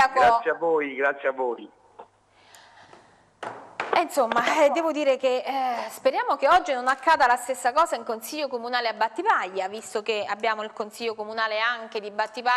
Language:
Italian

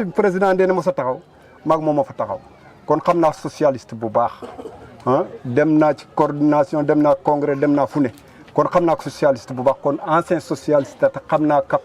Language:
Wolof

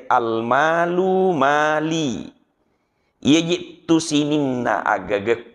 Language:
Buginese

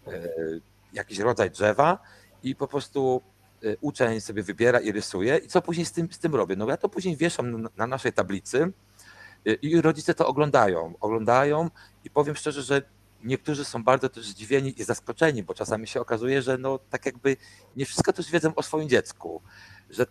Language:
Polish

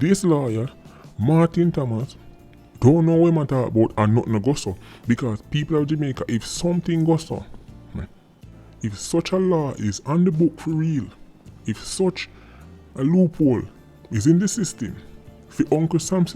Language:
Jamaican Creole English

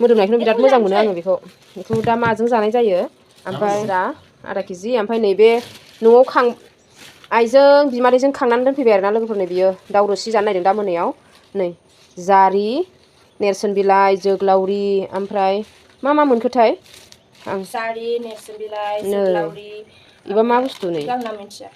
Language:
Bodo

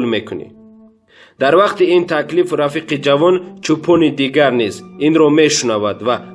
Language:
Tajik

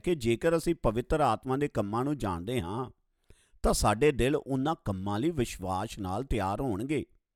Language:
Punjabi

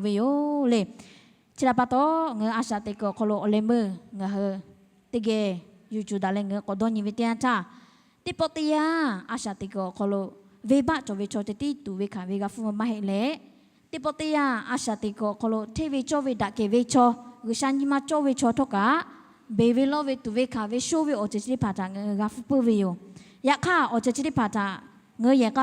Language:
Lahu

